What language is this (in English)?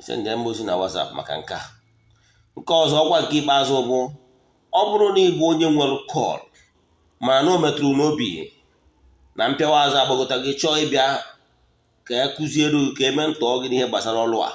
Igbo